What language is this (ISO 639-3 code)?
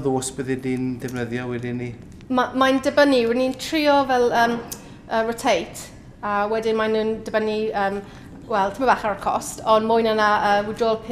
cym